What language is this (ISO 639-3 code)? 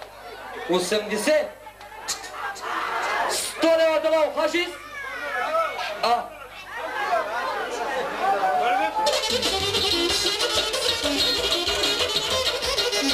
bul